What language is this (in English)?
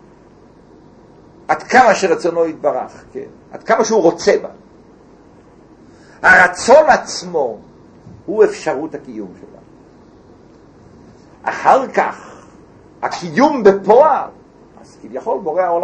Hebrew